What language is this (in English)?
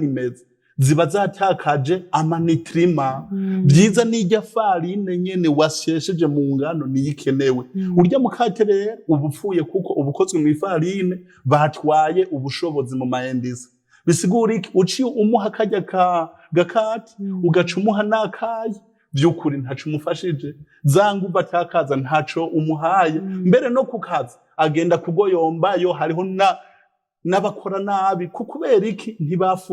Rundi